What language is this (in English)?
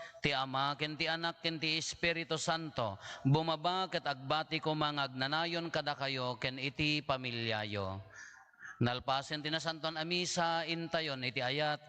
Iloko